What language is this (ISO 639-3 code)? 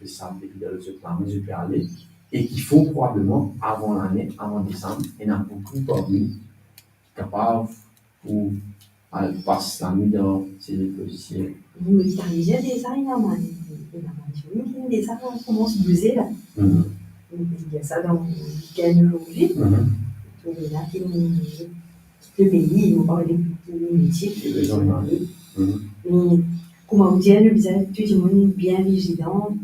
mfe